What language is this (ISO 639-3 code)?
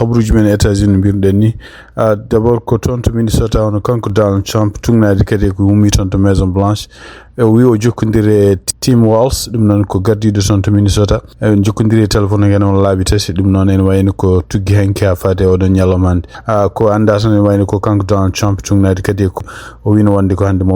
ful